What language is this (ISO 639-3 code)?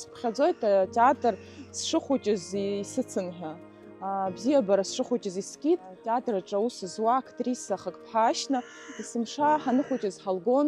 abk